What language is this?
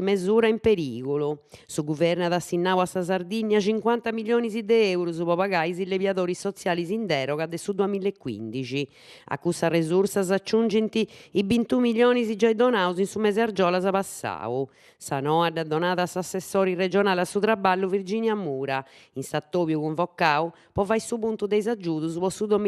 Sardinian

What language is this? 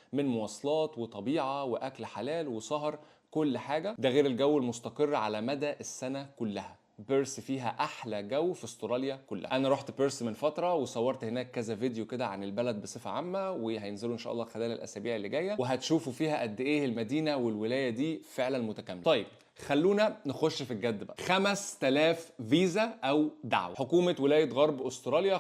Egyptian Arabic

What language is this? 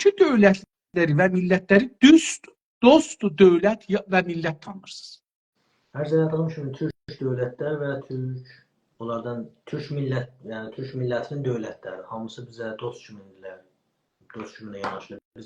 South Azerbaijani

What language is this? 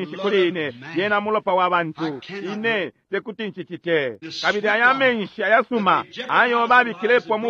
Bemba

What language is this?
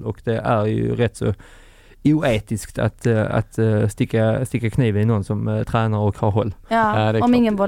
Swedish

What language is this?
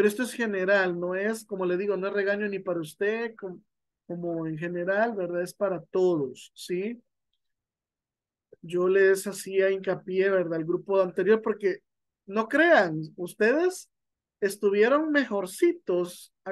Spanish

